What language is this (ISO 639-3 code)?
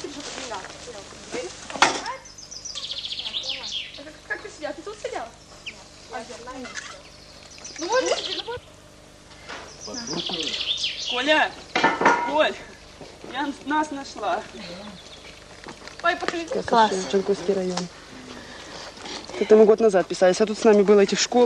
rus